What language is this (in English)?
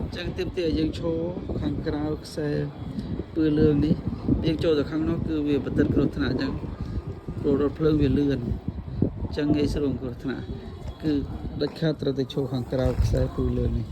Khmer